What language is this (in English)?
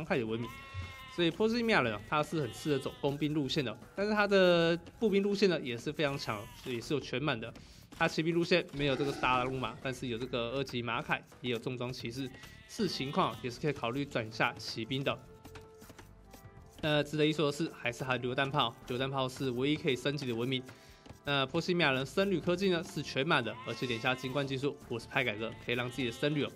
Chinese